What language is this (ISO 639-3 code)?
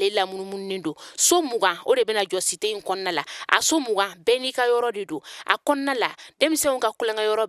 bam